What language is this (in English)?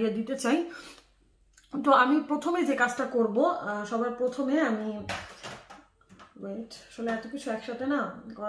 Bangla